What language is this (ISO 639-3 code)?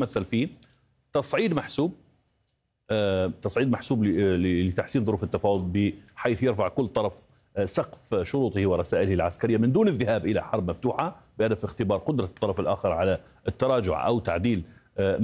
ara